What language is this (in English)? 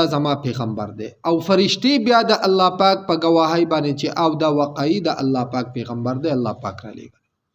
Pashto